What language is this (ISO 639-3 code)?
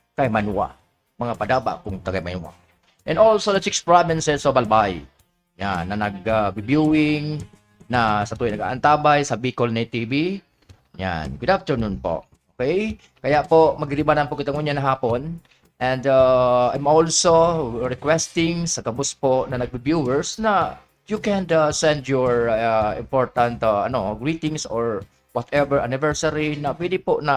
bik